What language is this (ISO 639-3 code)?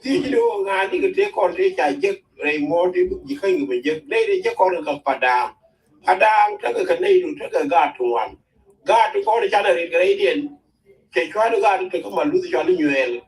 nus